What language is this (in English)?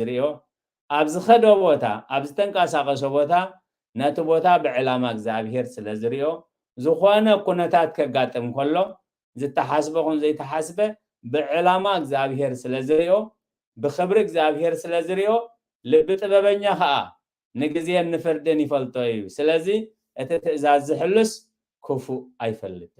Tigrinya